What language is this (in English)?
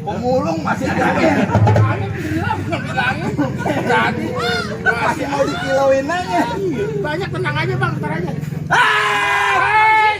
Betawi